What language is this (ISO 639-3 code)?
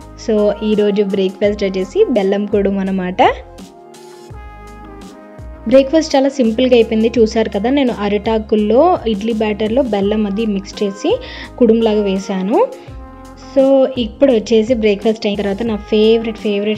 tel